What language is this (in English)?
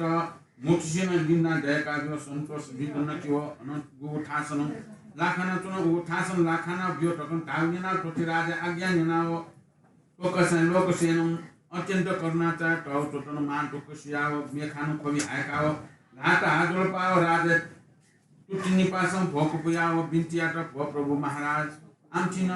Newari